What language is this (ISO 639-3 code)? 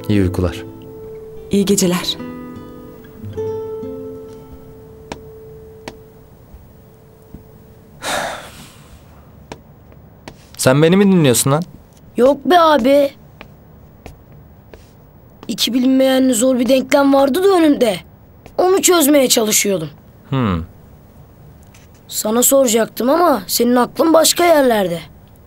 tur